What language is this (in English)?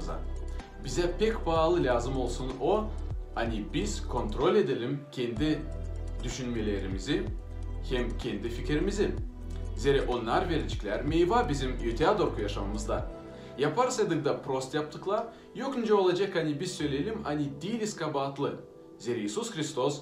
Gagauz